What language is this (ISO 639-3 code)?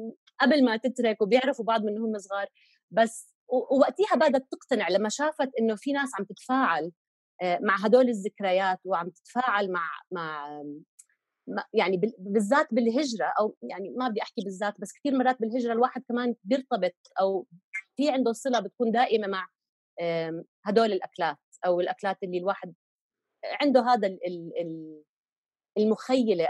apc